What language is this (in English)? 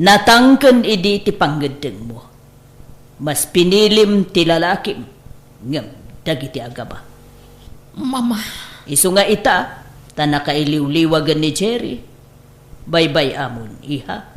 Iloko